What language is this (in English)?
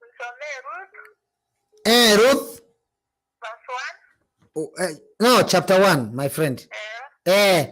Masai